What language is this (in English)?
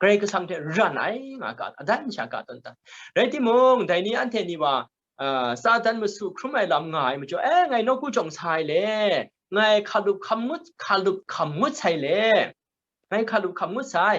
Kachin